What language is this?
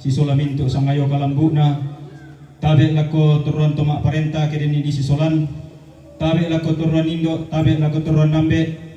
Toraja-Sa'dan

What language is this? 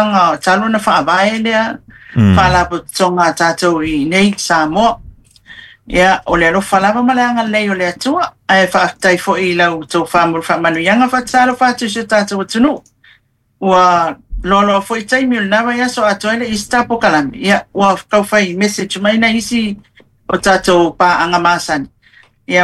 Samoan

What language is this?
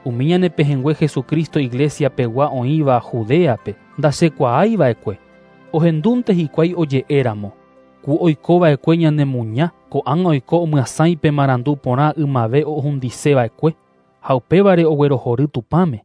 Guarani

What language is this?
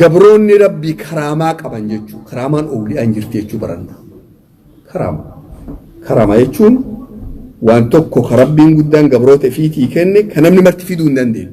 Oromo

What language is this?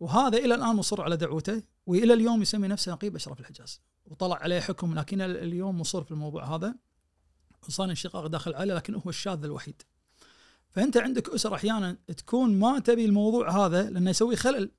Najdi Arabic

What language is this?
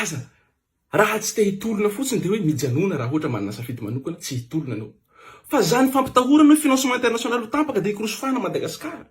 Malagasy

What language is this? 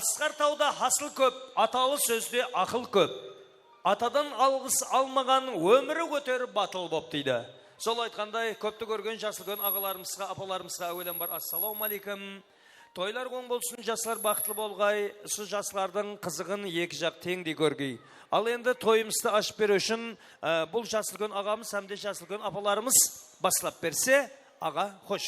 Kara-Kalpak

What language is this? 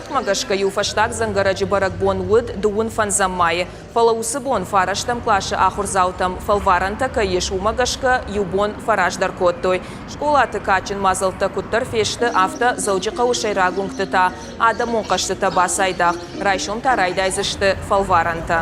Ossetic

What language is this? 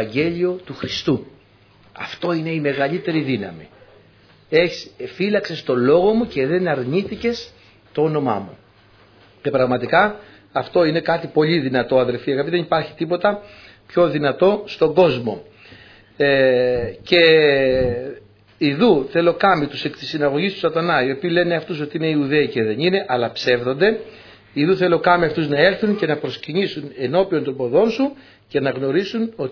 Greek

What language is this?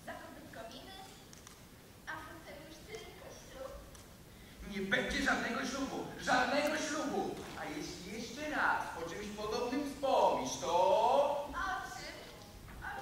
Polish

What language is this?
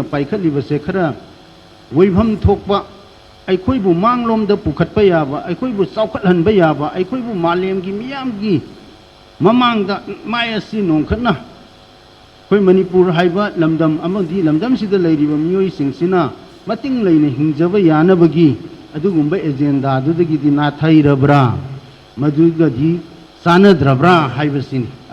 Manipuri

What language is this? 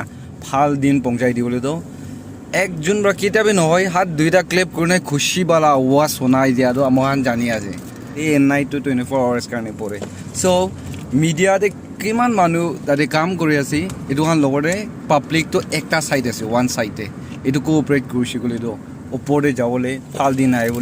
Naga Pidgin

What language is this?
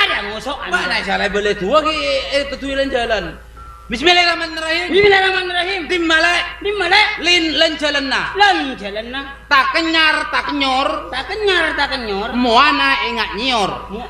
Madurese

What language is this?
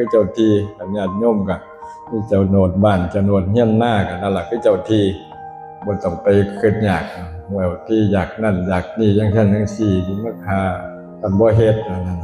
Northeastern Thai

